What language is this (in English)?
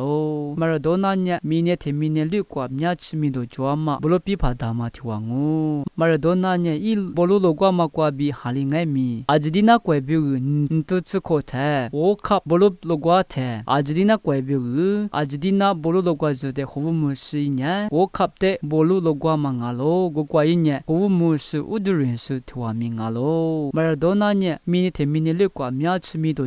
Lisu